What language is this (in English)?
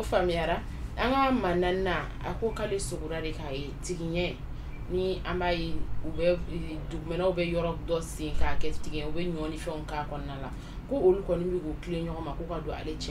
Bambara